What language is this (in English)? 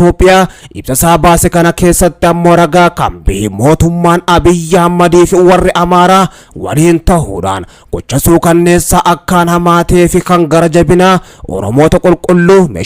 Oromo